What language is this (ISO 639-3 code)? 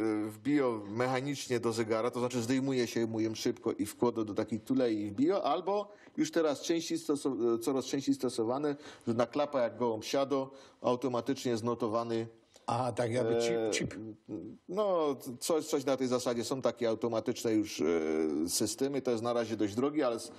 szl